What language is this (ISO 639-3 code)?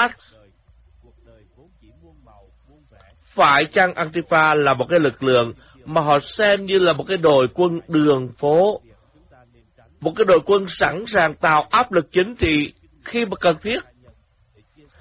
vie